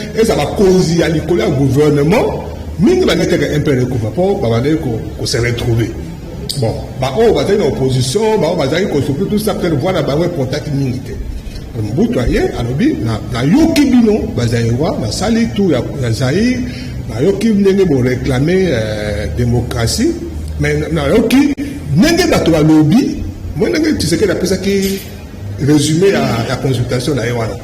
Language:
Lingala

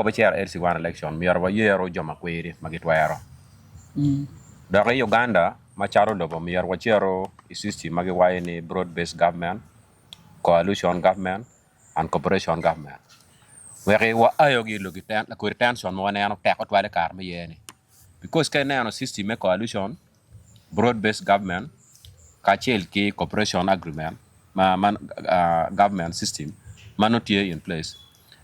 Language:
Acoli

